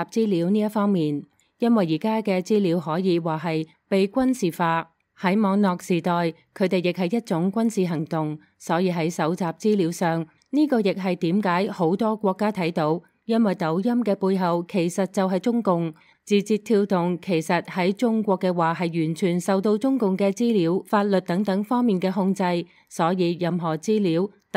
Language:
Cantonese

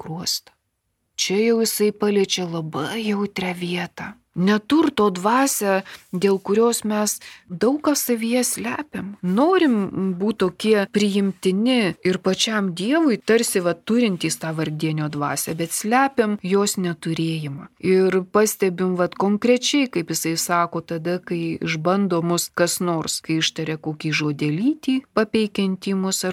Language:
Lithuanian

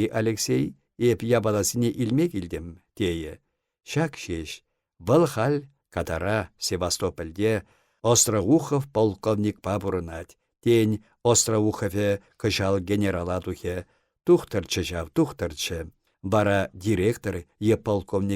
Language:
Chuvash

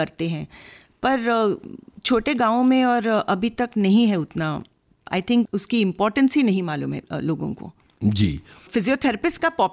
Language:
Hindi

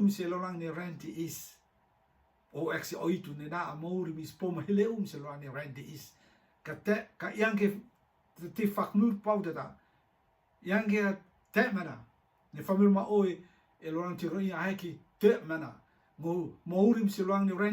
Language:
Rotuman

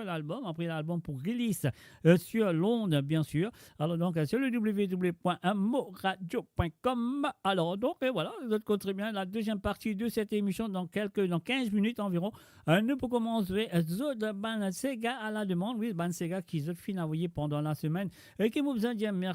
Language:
Morisyen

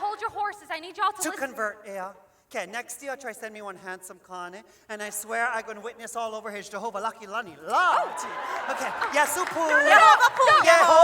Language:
Hawaiian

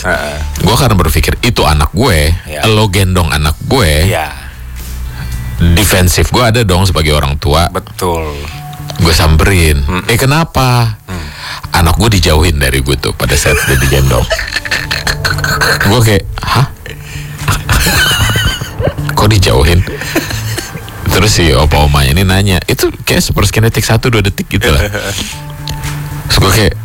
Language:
Indonesian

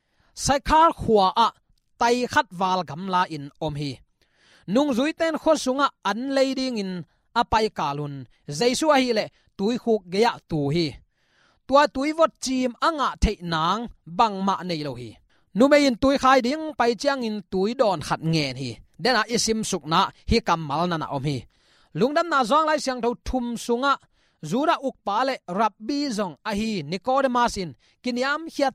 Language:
Tedim Chin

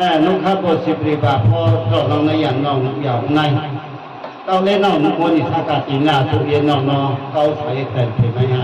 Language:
Riang (India)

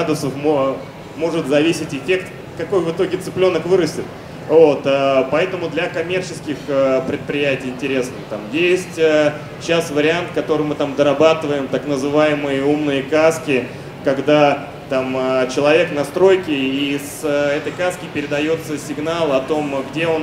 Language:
Russian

